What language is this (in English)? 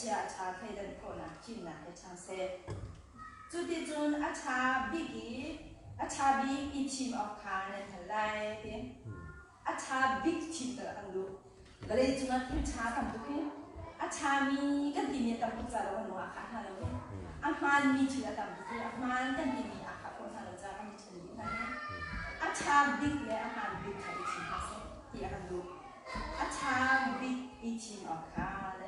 Hakha Chin